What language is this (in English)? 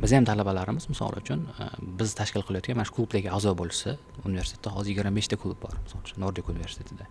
Uzbek